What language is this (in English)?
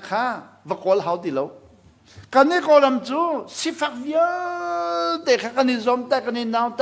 Hakha Chin